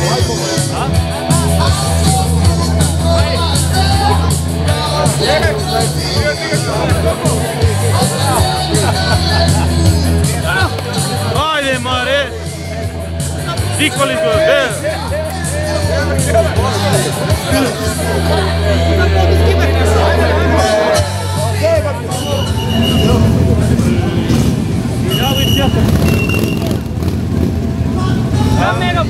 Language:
Serbian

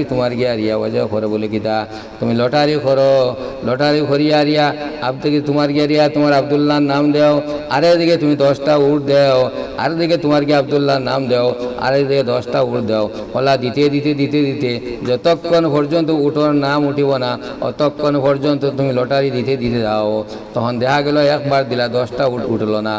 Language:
Sylheti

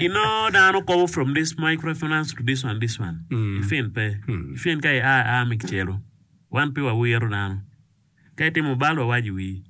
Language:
Acoli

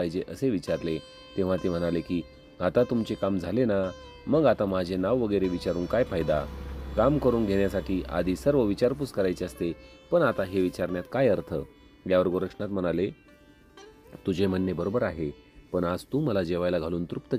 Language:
Marathi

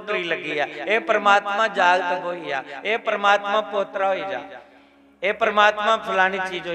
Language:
Dogri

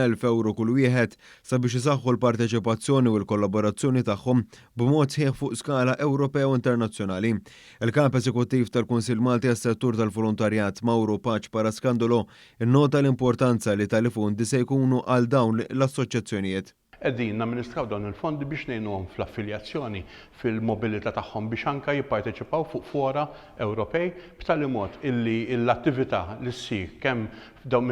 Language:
Maltese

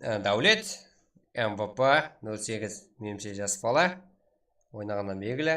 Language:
Kara-Kalpak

